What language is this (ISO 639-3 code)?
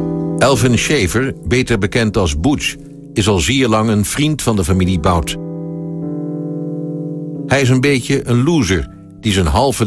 nld